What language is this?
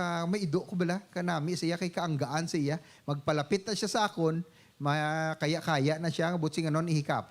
Hiligaynon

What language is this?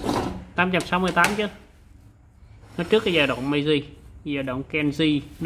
Vietnamese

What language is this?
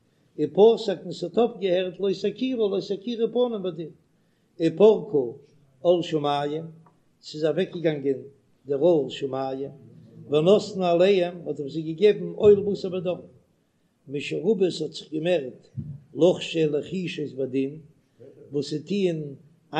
Yiddish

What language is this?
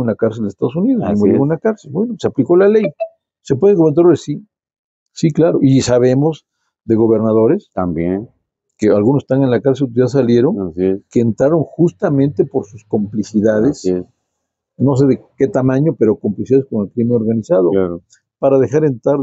Spanish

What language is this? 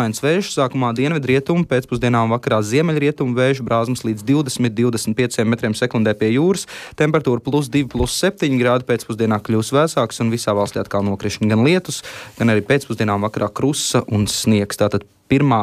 Latvian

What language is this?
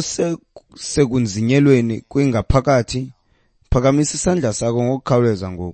Xhosa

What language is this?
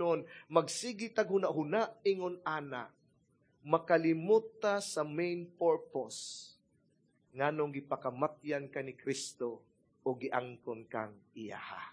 Cebuano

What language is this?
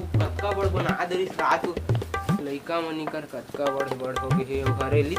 Chhattisgarhi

